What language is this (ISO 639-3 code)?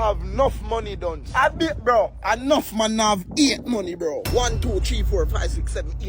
jam